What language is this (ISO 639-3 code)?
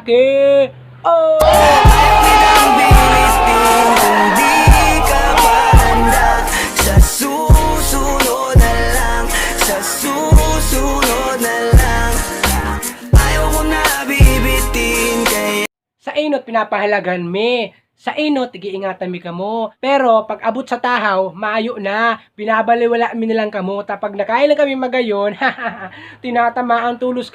bik